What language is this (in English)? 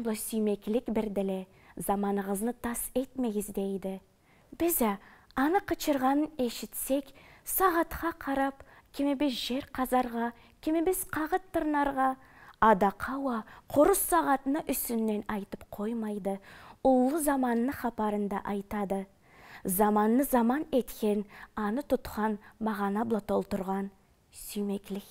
Karachay-Balkar